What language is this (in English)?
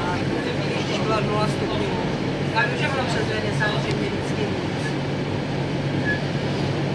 Czech